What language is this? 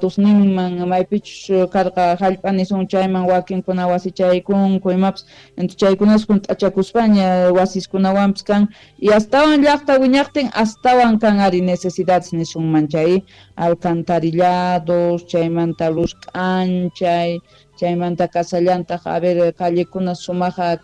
Quechua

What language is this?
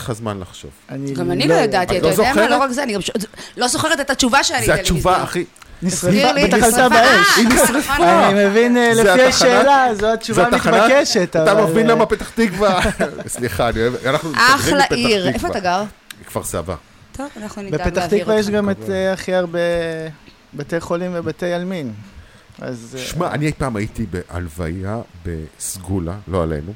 Hebrew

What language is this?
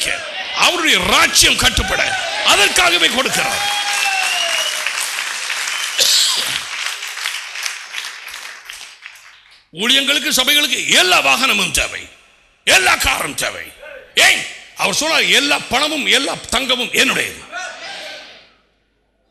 Tamil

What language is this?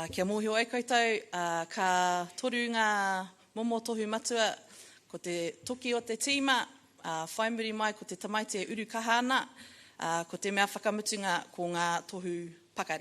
Māori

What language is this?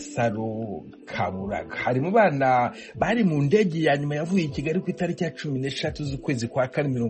Kinyarwanda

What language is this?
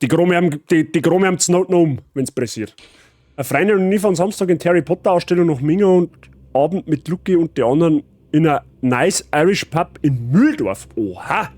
Bavarian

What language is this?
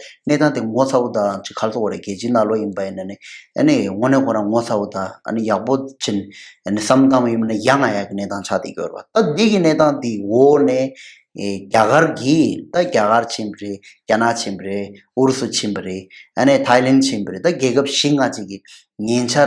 Tibetan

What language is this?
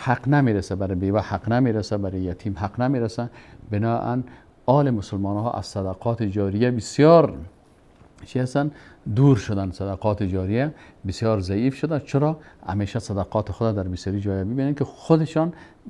Persian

